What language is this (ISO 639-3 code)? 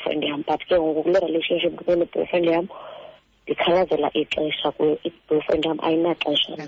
xho